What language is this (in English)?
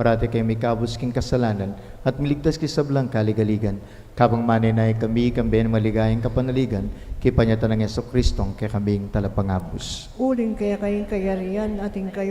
Pampanga